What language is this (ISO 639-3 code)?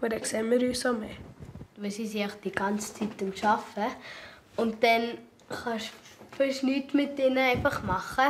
gsw